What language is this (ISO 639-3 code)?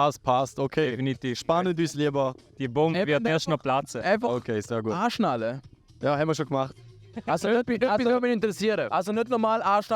gsw